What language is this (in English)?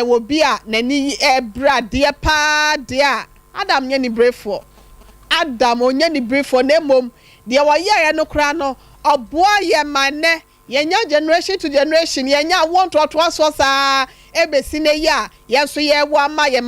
Akan